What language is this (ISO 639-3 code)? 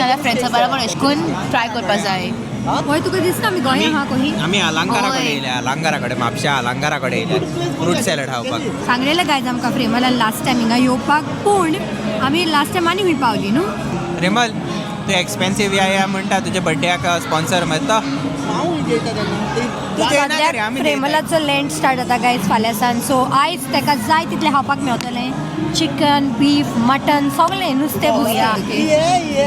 kok